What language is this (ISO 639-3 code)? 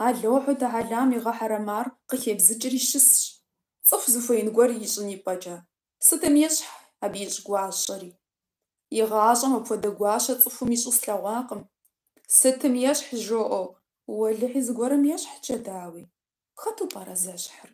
kbd